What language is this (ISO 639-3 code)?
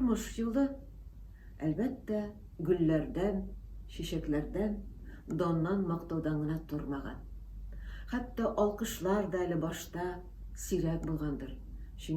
tat